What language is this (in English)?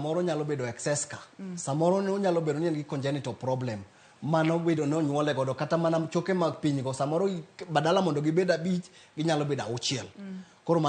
Luo (Kenya and Tanzania)